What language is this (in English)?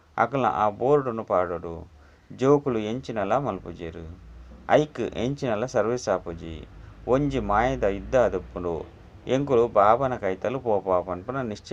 Tulu